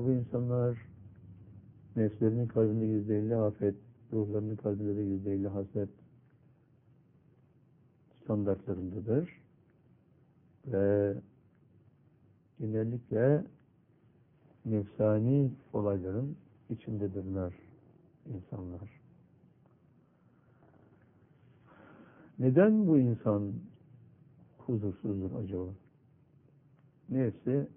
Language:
Turkish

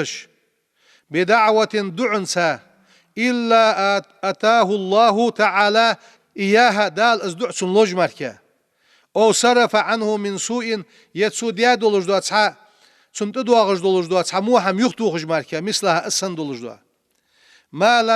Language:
Ingush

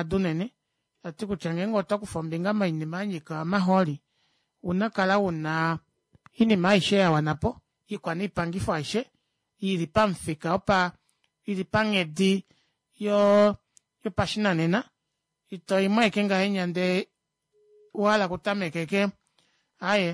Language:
Kuanyama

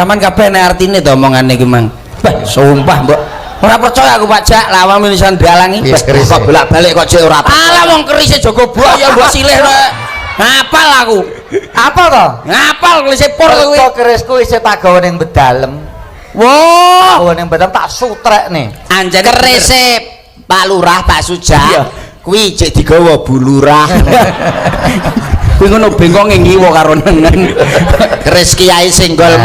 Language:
Javanese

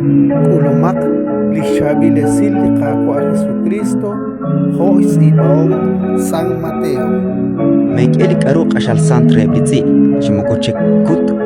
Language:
Kekchí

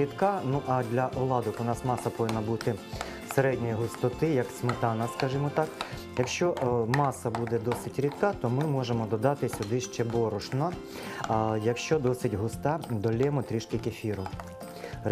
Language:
Ukrainian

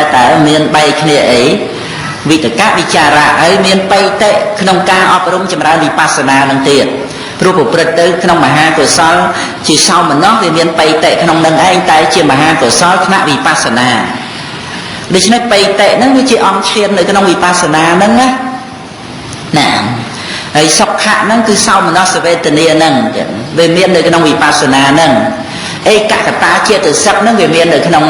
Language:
Khmer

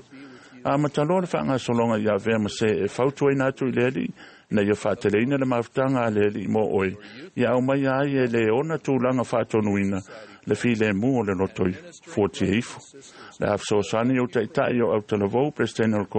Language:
Samoan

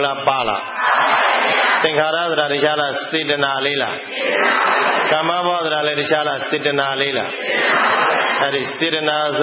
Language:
Burmese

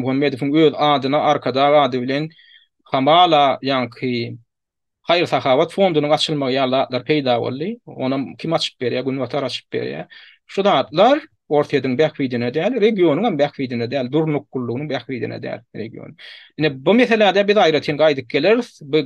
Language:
Turkmen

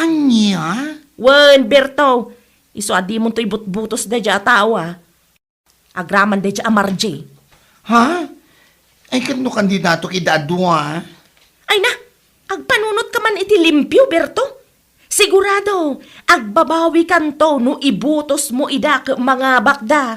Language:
Iloko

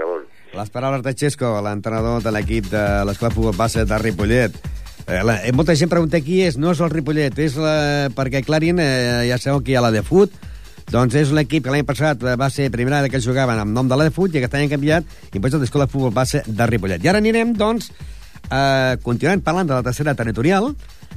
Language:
Catalan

